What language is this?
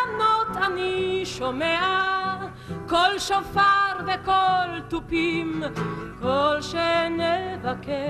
Hebrew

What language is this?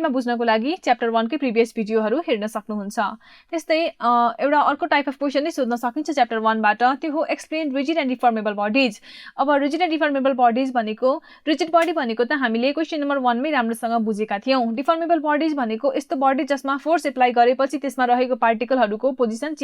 Nepali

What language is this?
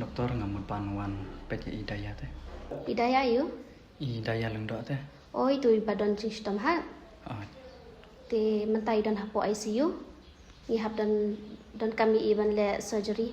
Khasi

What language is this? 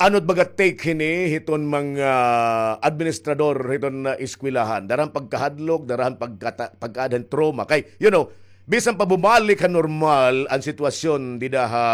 Waray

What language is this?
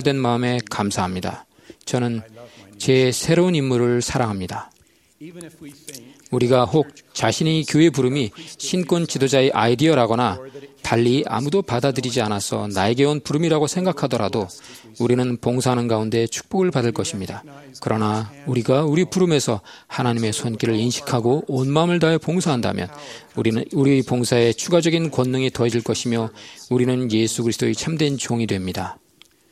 Korean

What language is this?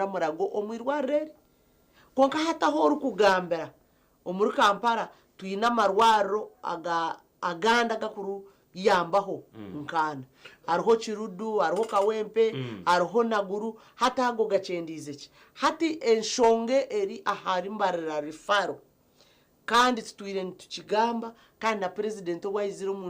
Nyankole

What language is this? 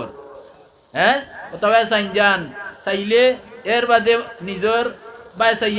Sylheti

